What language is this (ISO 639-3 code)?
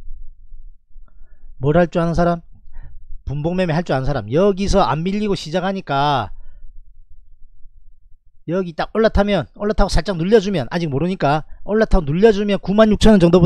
kor